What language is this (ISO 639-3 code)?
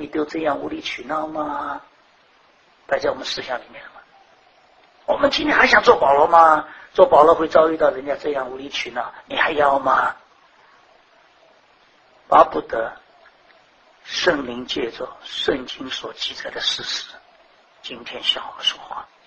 zho